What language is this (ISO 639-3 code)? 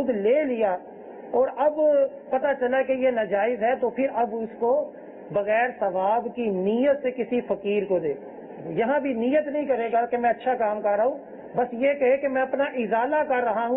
urd